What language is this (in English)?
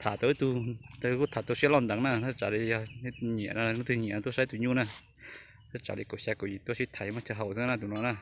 Hmong